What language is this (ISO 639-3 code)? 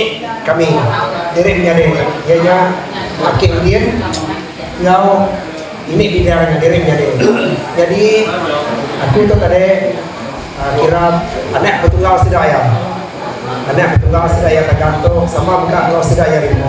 msa